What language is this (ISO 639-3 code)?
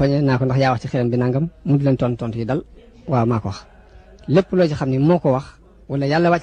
wol